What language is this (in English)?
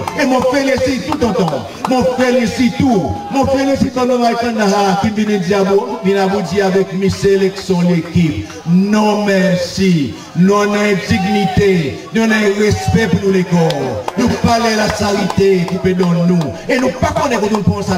Seselwa Creole French